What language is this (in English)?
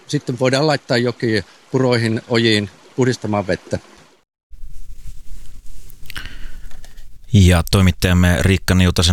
Finnish